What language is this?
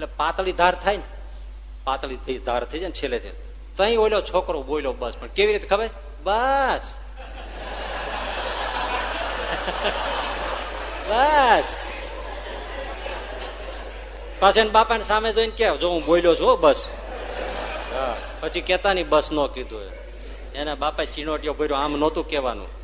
Gujarati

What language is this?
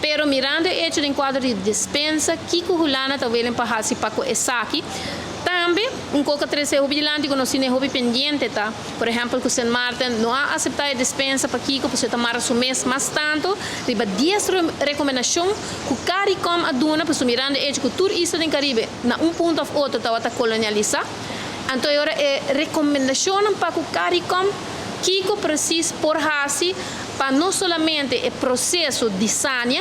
Papiamento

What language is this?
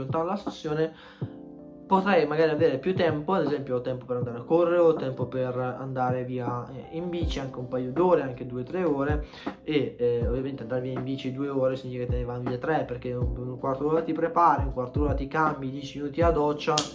Italian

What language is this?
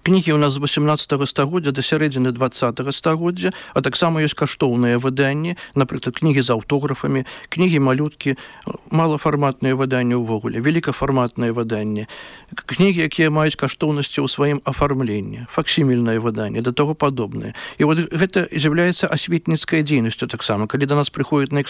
Belarusian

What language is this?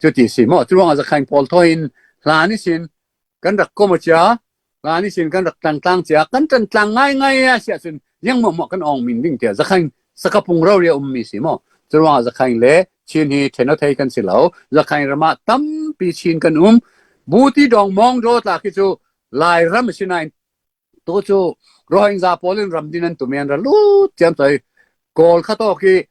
Falam Chin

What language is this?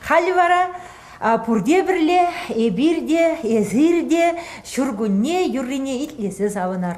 Chuvash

